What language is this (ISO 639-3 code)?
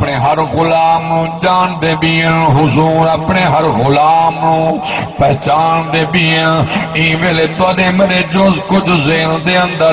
skr